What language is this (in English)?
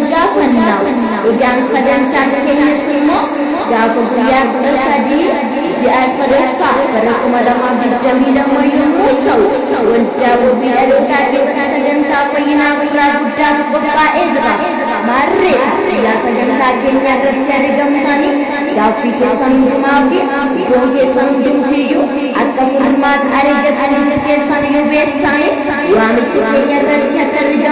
Oromo